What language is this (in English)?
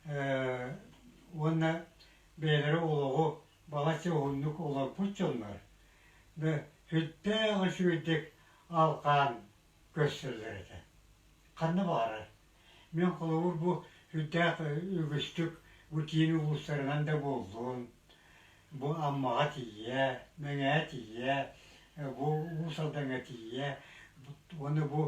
Yakut